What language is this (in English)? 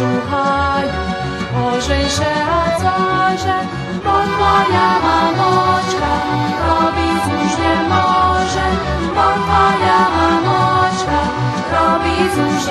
Rusyn